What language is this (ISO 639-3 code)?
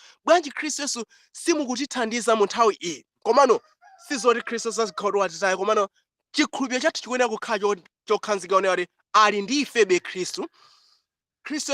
nya